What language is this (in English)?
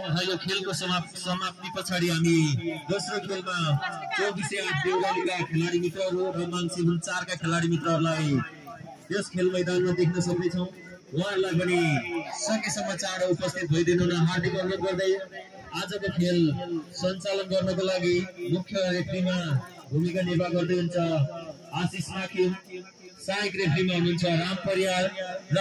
Nepali